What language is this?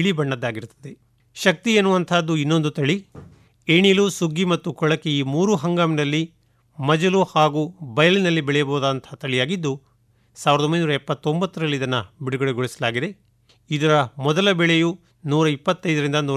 Kannada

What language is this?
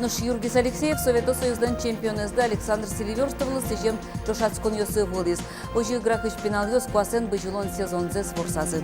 Udmurt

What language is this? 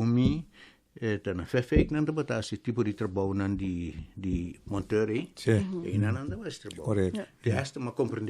Papiamento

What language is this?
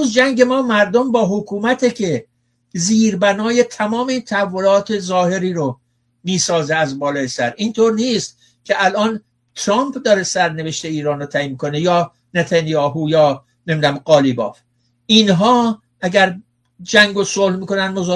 Persian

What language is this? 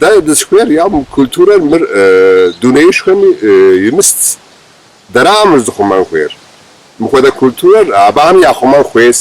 Kabardian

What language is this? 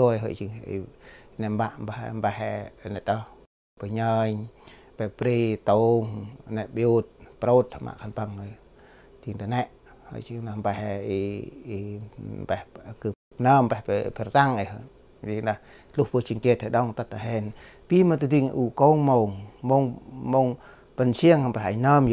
Central Mnong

